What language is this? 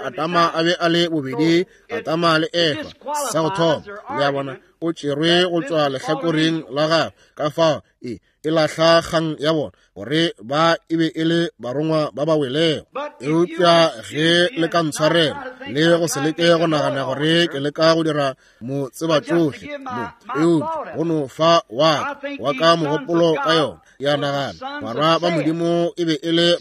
Northern Sotho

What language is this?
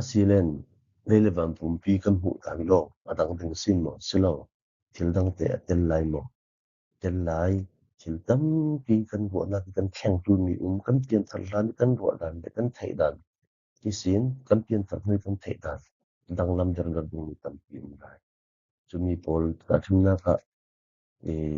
Falam Chin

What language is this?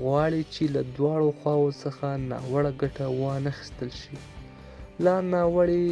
Pashto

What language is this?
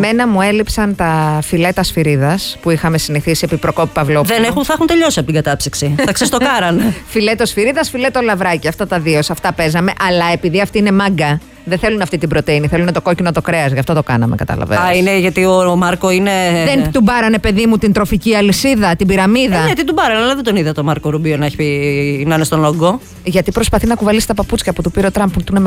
Greek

